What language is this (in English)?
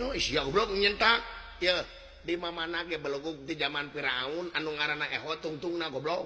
Sundanese